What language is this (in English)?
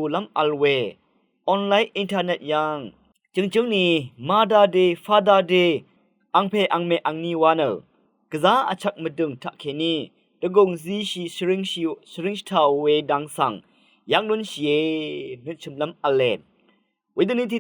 Rawang